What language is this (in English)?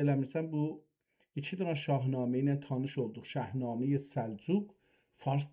South Azerbaijani